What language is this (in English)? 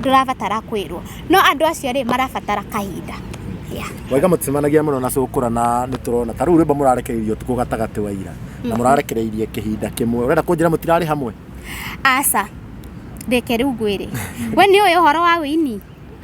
Kikuyu